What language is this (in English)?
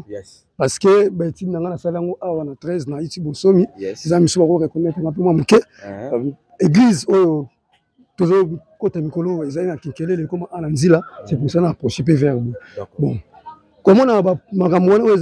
Lingala